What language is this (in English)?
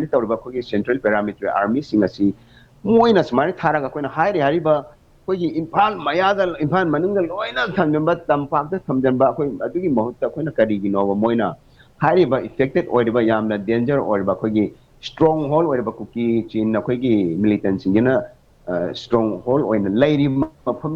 Manipuri